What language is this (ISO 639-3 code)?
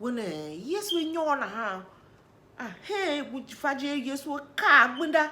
tiv